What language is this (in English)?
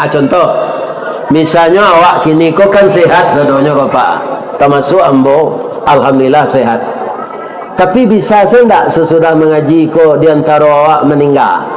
Minangkabau